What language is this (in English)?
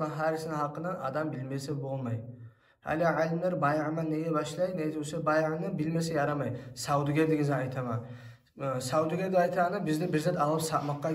Kumyk